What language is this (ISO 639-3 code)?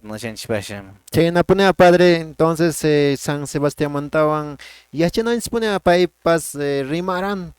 que